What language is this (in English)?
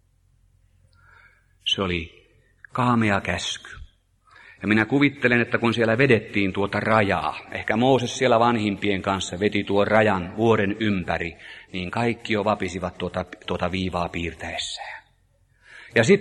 Finnish